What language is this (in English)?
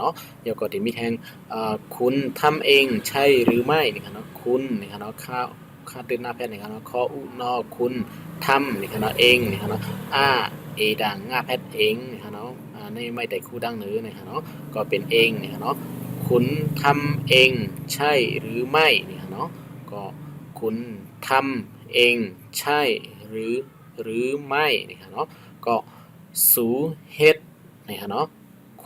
Shan